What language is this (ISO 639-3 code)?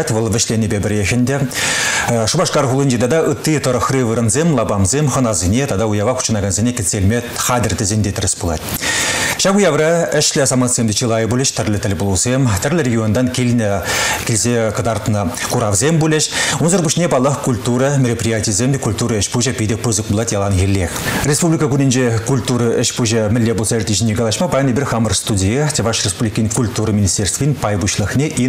chv